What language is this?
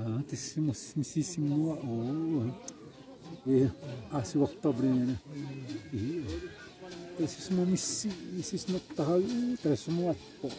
Xavánte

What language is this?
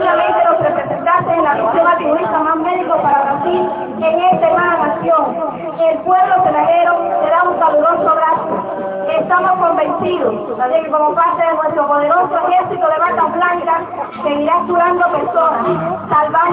Spanish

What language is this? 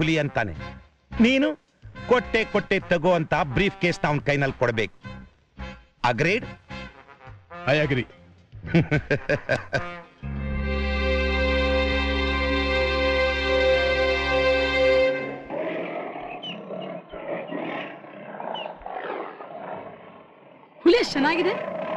Kannada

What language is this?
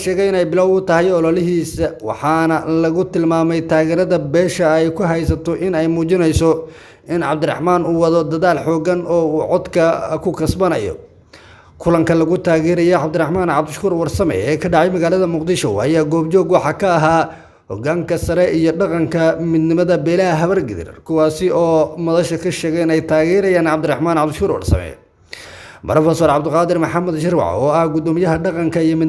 Somali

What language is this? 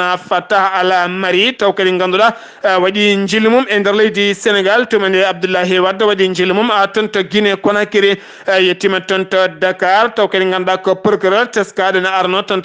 Fula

